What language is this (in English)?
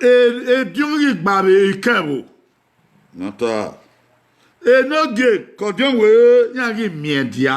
Bini